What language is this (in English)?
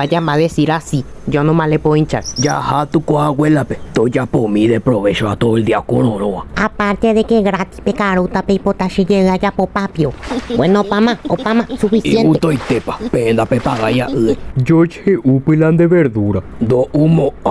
Guarani